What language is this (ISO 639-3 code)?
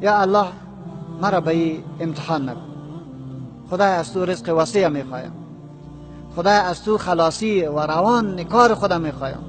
tgk